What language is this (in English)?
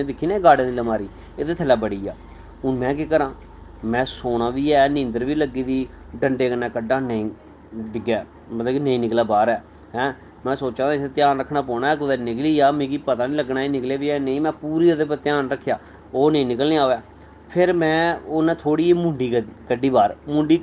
Dogri